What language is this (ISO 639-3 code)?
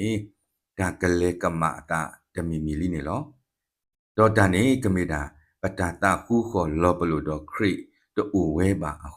ksw